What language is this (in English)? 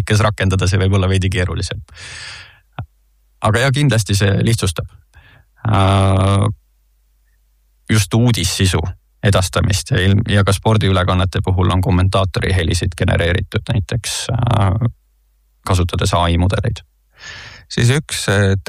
Estonian